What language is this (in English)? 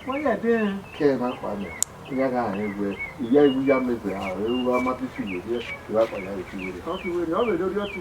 Bini